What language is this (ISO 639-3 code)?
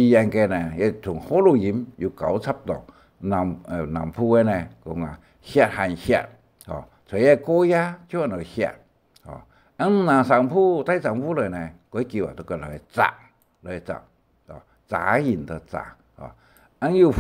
hak